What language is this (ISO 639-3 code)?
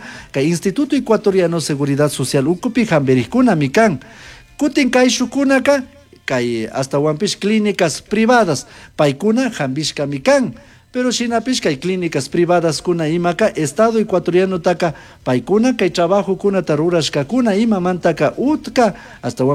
qug